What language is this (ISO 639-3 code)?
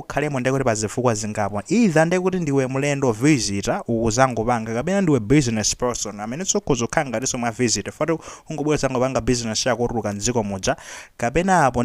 nya